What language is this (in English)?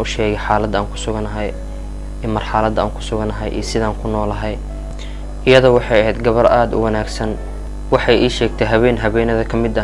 Somali